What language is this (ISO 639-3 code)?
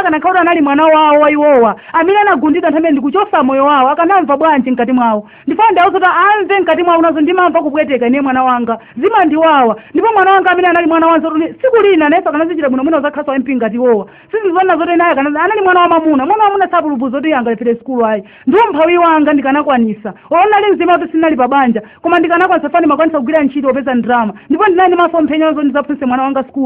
nya